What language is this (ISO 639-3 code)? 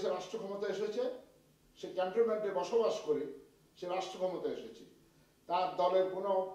ben